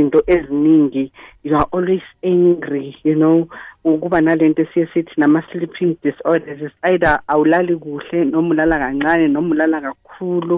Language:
South Ndebele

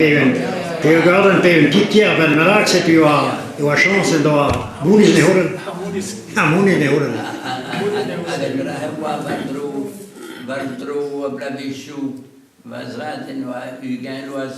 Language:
Breton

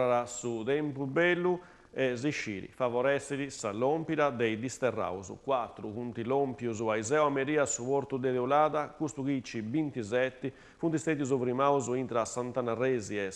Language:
Sardinian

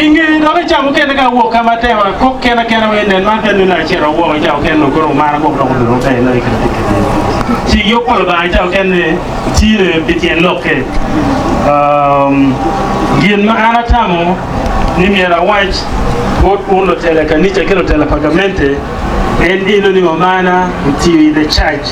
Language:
Acoli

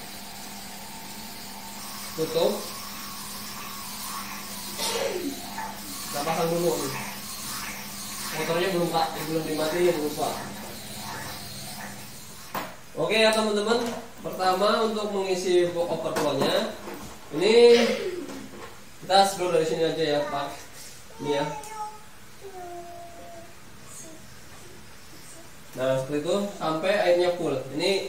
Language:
Indonesian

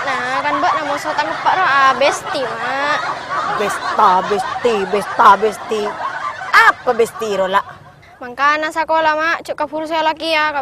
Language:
Madurese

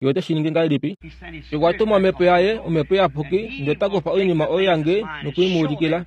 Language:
Kuanyama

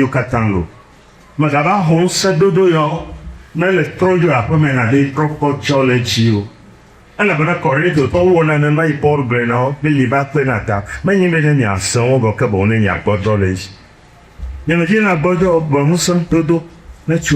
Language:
Ewe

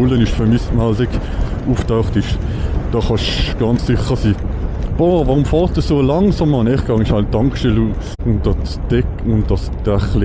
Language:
Swiss German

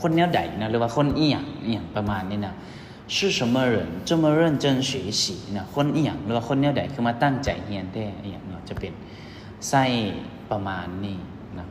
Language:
Lao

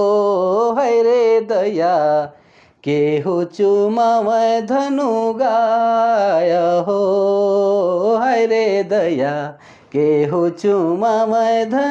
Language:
Sadri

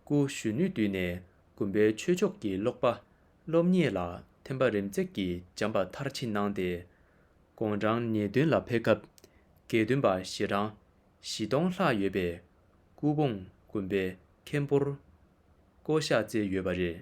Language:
Tibetan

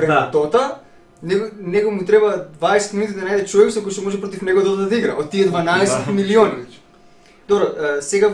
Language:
Macedonian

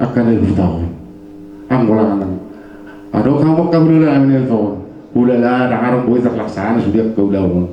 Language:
Batak Toba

